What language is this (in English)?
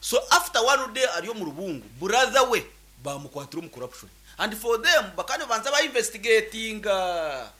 Nyankole